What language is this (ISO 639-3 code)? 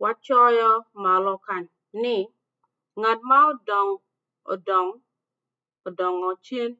ach